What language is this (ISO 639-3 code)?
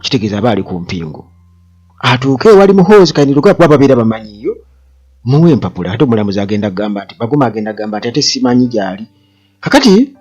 lug